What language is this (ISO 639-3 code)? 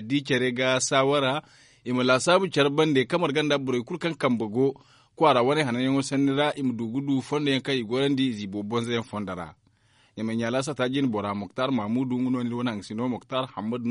dje